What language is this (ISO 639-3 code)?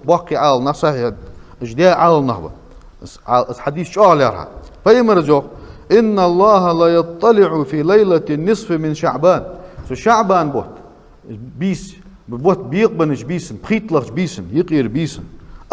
inh